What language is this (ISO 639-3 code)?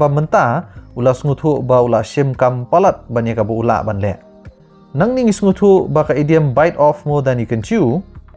kha